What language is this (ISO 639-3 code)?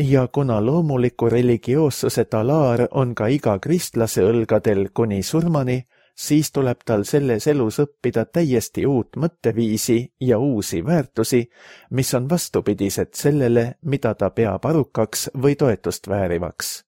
est